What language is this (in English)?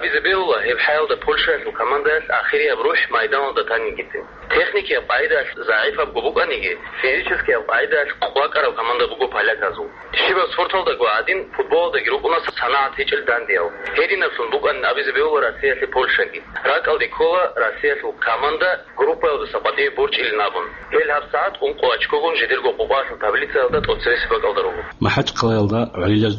Avaric